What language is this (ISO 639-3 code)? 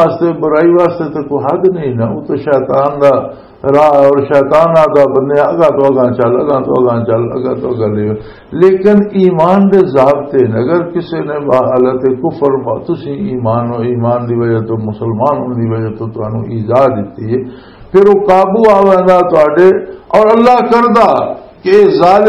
lah